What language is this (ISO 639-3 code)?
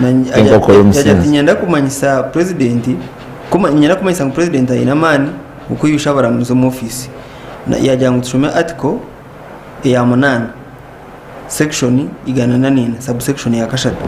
nyn